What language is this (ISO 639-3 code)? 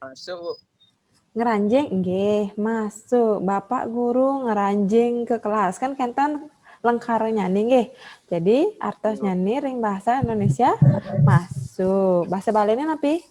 ban